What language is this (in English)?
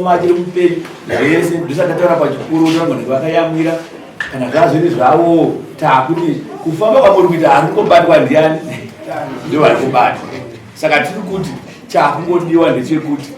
Shona